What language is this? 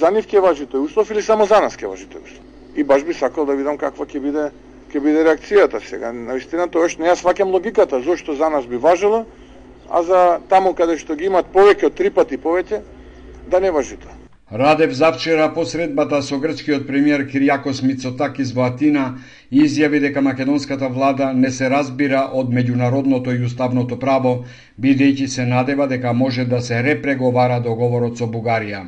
Macedonian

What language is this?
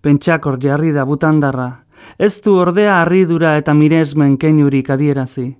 Basque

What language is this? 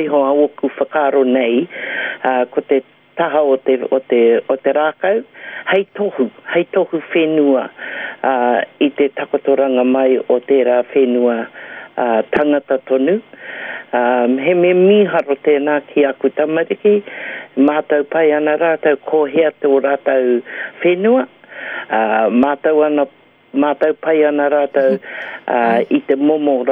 Māori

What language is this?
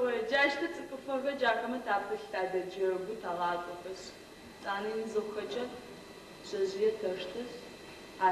Adyghe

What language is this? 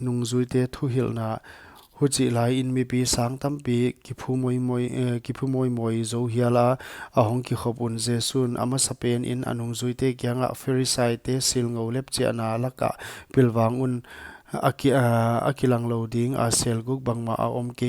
Paite Chin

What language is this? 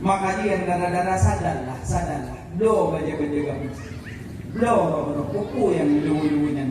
Achinese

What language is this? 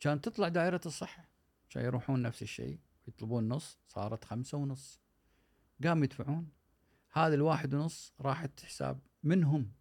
Gulf Arabic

